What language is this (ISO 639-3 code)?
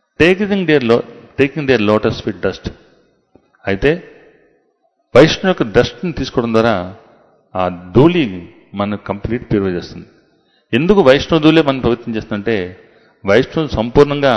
tel